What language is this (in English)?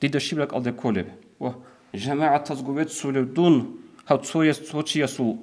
Avaric